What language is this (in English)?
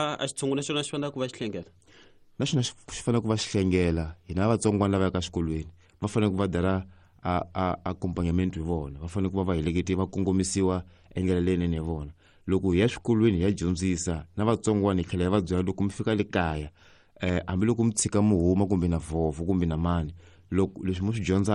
Tsonga